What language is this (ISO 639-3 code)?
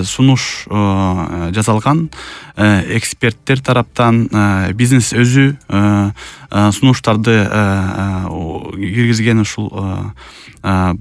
kir